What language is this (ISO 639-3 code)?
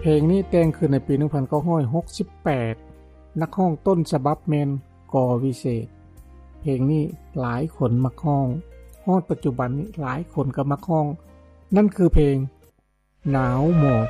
lao